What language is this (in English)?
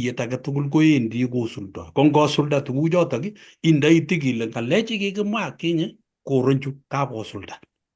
Kalenjin